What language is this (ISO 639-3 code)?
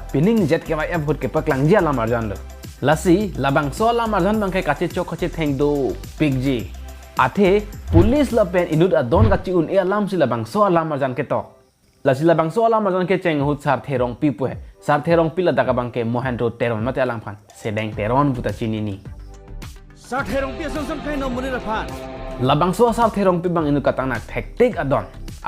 mjw